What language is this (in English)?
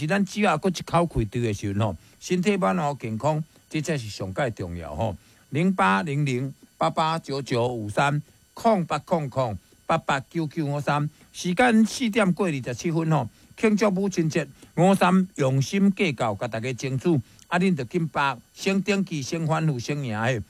Min Nan Chinese